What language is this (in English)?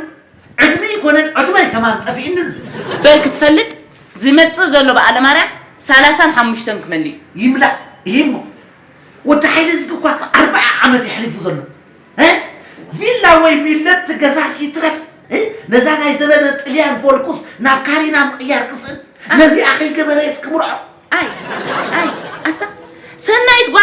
Tigrinya